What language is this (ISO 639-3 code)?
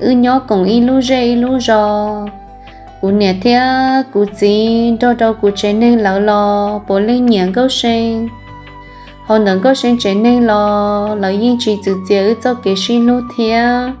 hmn